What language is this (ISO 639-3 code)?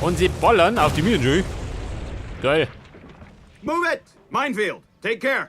bar